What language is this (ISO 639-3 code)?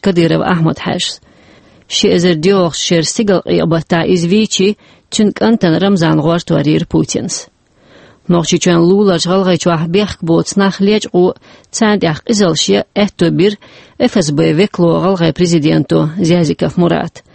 che